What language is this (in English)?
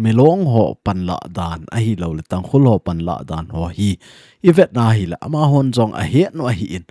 Thado Chin